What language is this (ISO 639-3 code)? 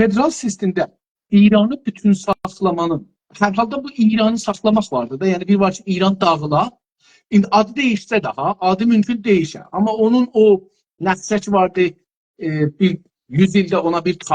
azb